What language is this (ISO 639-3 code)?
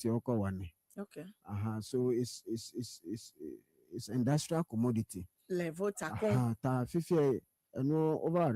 ewe